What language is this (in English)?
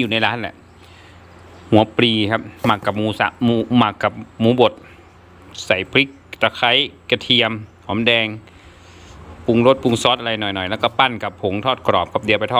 Thai